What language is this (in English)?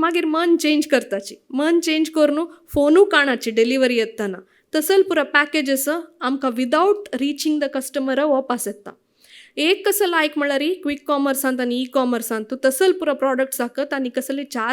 Konkani